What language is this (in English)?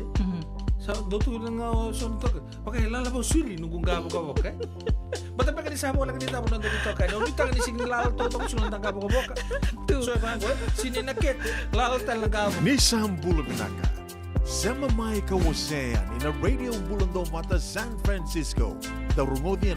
Fijian